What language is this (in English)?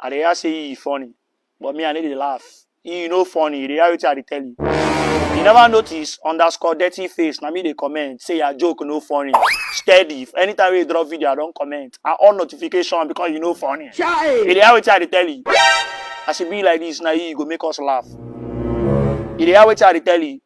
Nigerian Pidgin